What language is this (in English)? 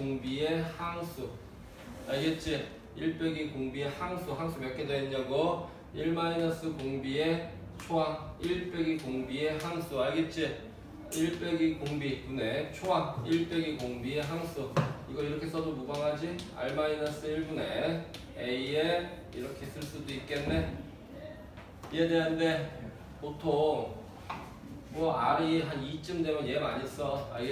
Korean